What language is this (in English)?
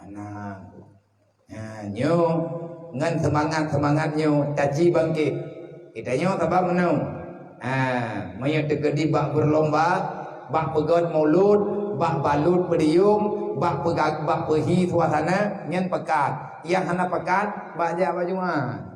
Achinese